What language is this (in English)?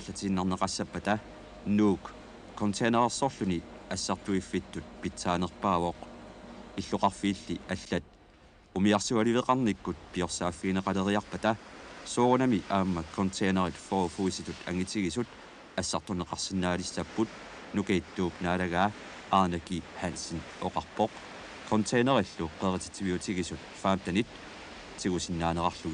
Kalaallisut